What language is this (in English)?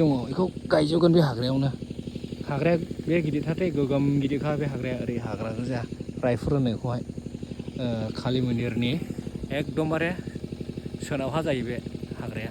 Bodo